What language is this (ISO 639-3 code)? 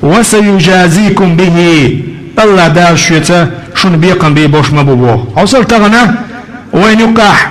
che